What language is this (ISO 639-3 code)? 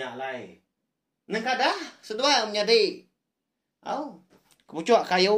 iba